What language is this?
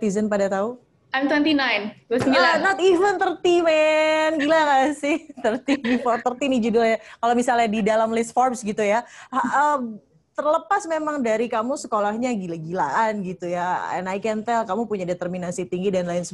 Indonesian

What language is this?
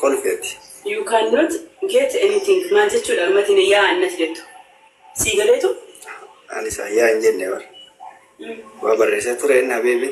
Oromo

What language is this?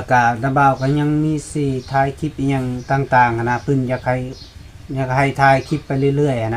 Lao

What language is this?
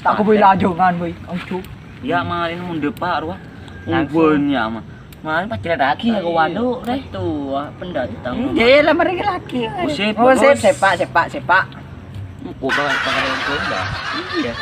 Madurese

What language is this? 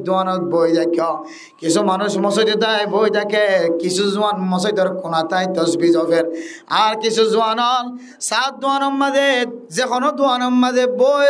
Rohingya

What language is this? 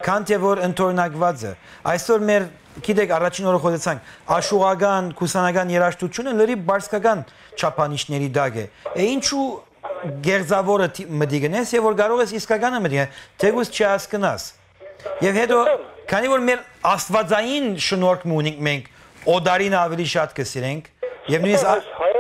Western Armenian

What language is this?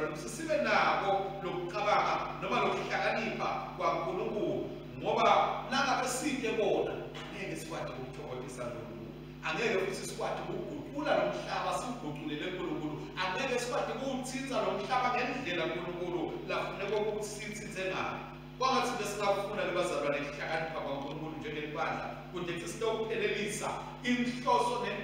Swati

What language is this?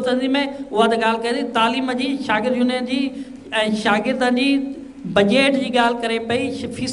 Sindhi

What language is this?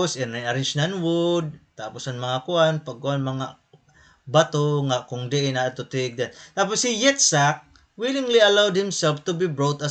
Waray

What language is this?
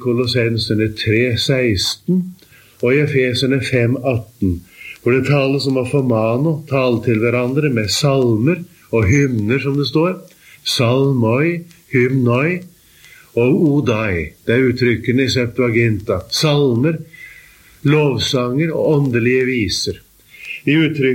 Norwegian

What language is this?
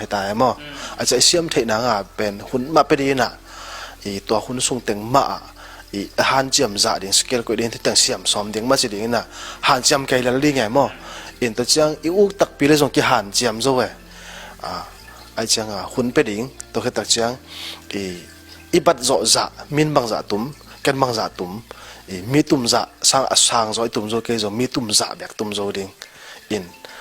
Tedim Chin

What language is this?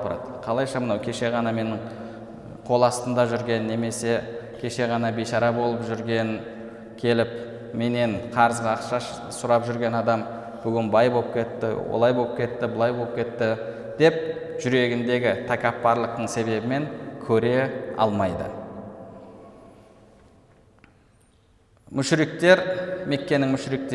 Kazakh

